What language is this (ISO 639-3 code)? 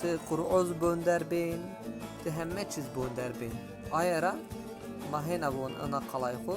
zza